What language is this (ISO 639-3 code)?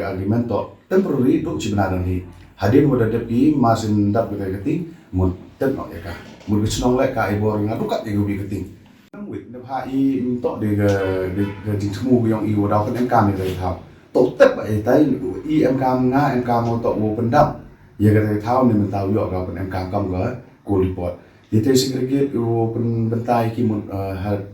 pbv